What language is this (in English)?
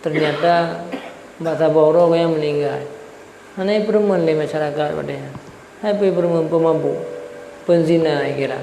Achinese